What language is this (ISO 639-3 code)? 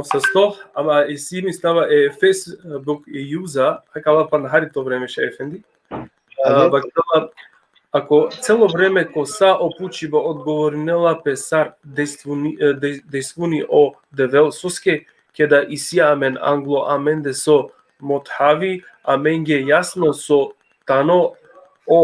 rmn